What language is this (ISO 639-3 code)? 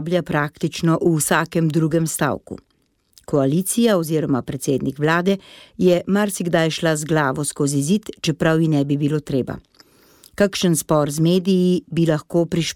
slv